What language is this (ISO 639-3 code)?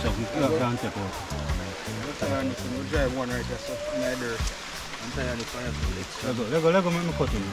jam